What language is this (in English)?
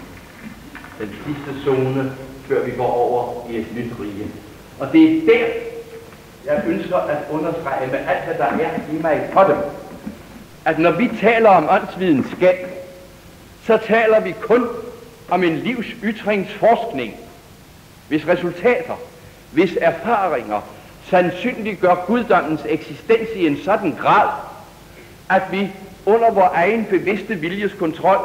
Danish